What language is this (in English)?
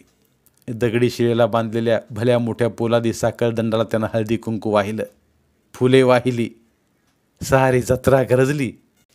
Marathi